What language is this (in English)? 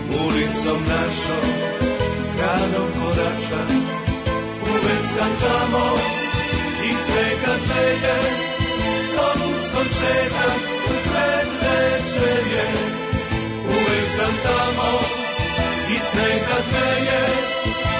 Serbian